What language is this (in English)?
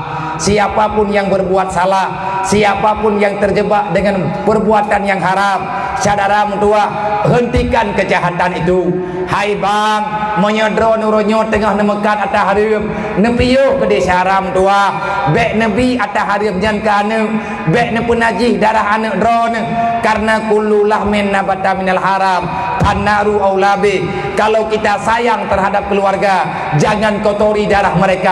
Achinese